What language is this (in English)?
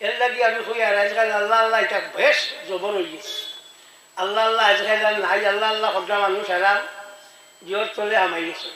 Sylheti